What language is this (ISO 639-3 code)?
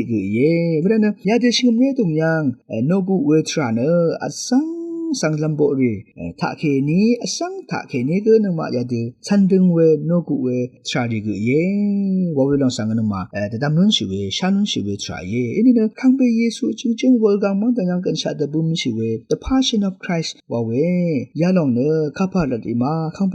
raw